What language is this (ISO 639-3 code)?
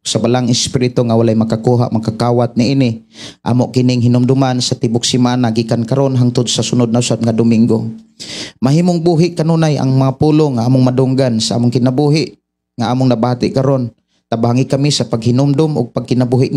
ceb